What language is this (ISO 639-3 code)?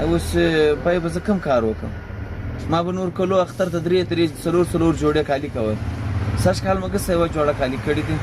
pus